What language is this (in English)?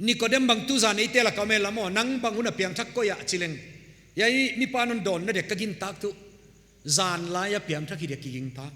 Paite Chin